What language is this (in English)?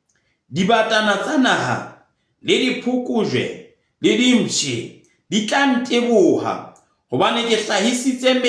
Southern Sotho